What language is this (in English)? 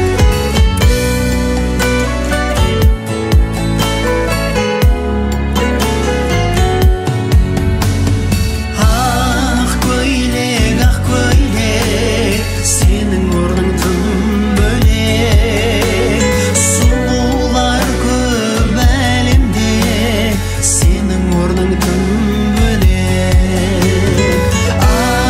Kazakh